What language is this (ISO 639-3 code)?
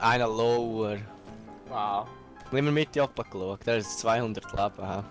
gsw